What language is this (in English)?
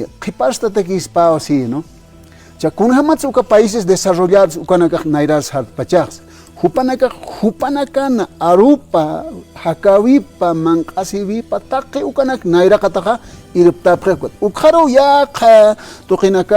Aymara